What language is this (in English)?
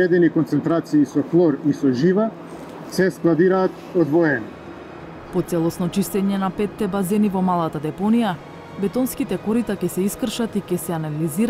Macedonian